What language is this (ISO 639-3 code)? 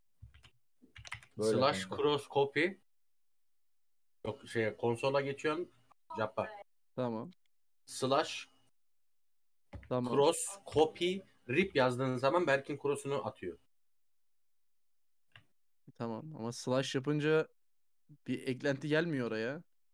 tur